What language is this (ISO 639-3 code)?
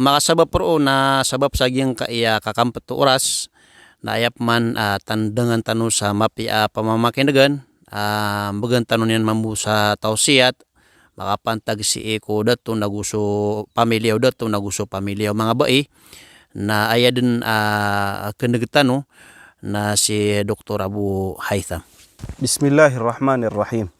mrw